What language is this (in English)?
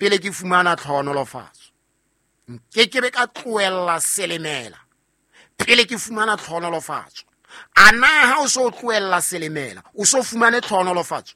Southern Sotho